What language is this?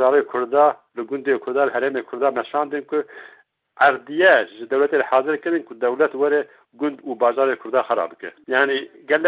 Kurdish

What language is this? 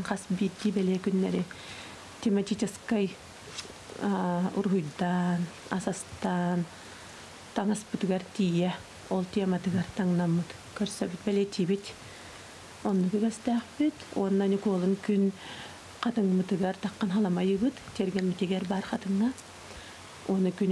Yakut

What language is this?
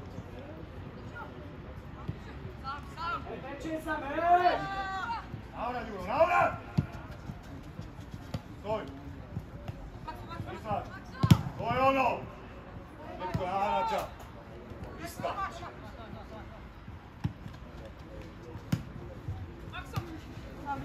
Slovak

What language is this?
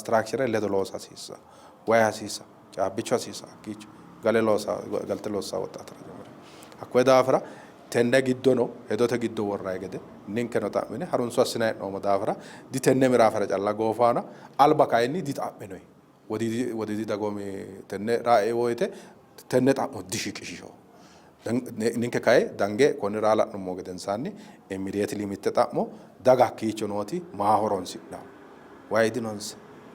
Sidamo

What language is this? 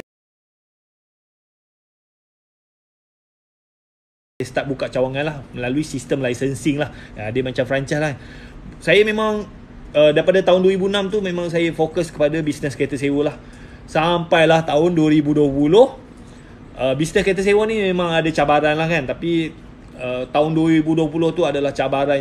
Malay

